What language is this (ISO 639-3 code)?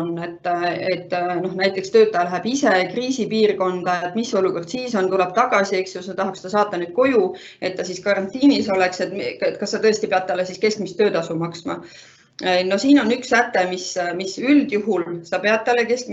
est